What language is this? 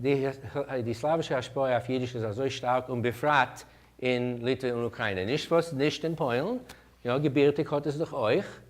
Yiddish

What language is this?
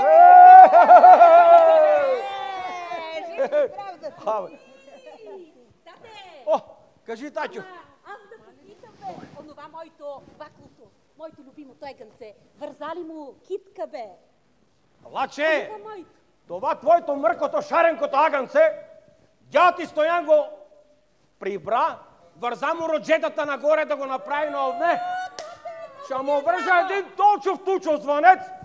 Bulgarian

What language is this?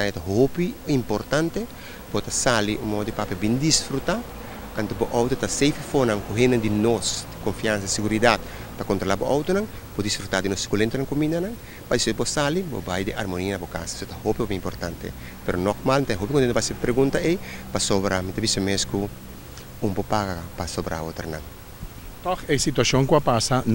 Papiamento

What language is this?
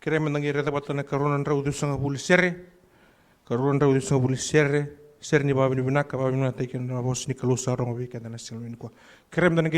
Fijian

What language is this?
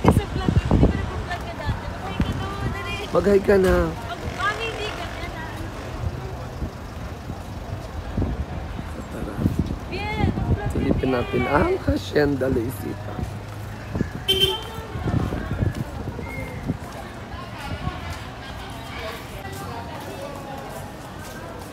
Filipino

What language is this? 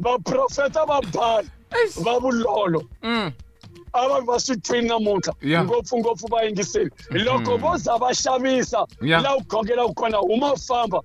Tsonga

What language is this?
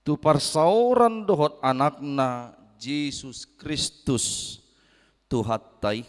Batak Toba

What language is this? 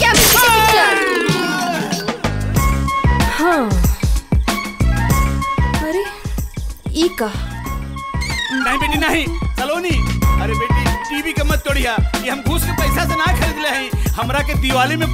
Bhojpuri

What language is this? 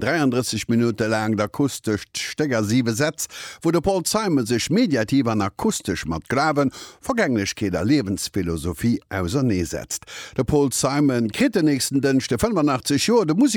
Luxembourgish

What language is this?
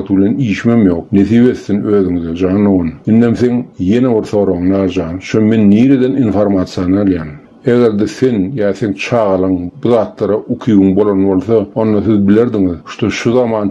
Turkmen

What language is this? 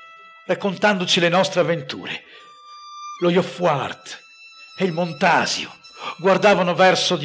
Italian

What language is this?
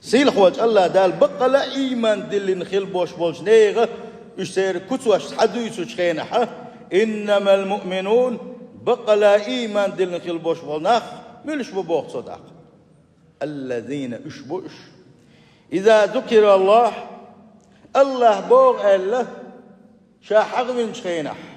Chechen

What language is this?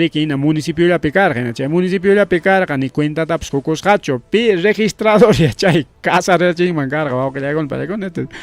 Ayacucho Quechua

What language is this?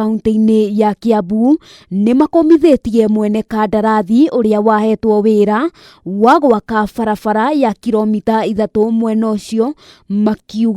Kikuyu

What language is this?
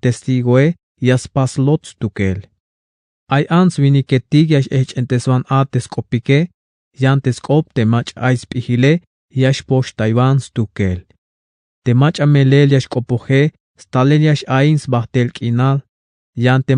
Tzeltal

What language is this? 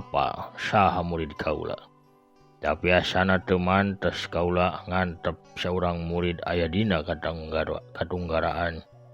Sundanese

